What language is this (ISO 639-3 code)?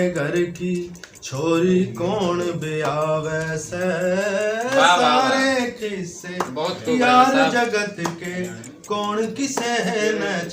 bgc